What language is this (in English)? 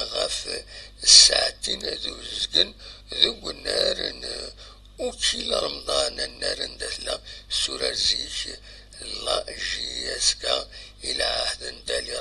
Kabyle